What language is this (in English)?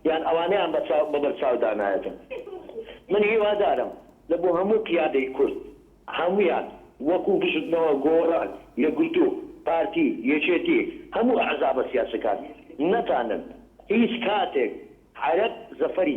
Central Kurdish